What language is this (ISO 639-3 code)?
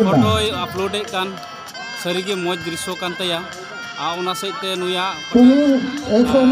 sat